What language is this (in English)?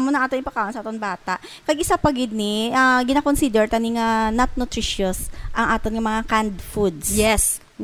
Hiligaynon